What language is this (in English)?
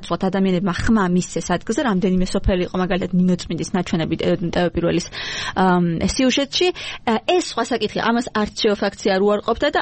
Georgian